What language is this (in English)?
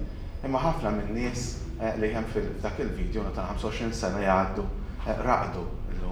Maltese